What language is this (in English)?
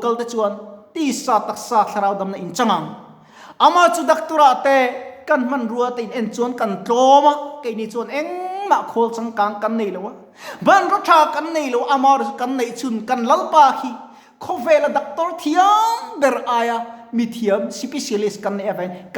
Mizo